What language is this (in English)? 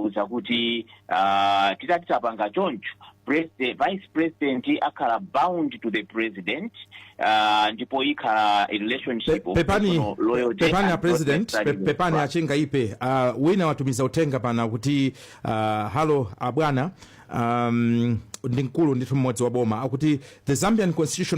Nyanja